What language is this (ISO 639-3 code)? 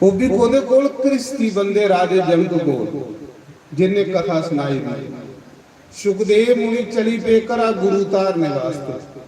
doi